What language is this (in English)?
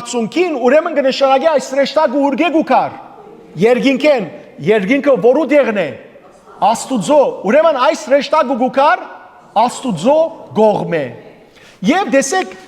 Western Armenian